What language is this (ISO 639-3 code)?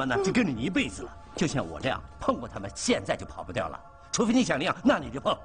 zho